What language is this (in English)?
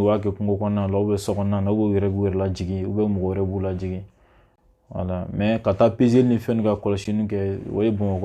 Bambara